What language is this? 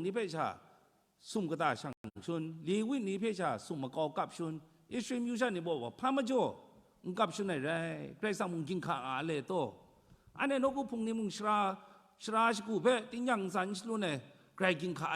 Kachin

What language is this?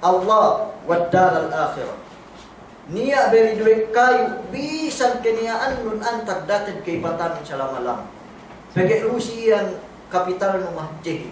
Yakan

